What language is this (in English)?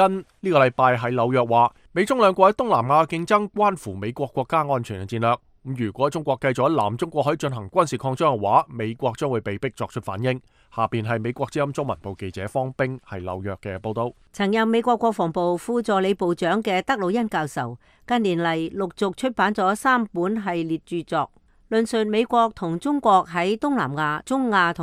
Cantonese